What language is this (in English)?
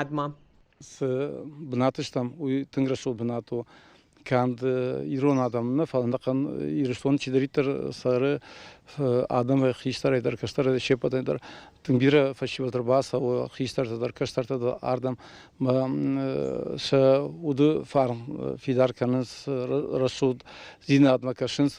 Ossetic